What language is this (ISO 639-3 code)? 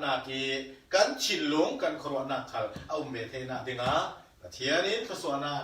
cfm